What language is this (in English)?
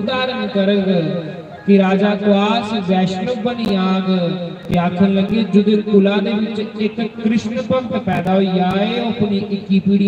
Dogri